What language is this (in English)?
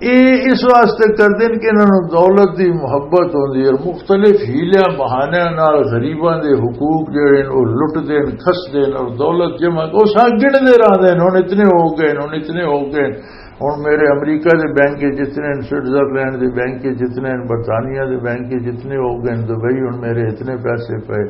Western Panjabi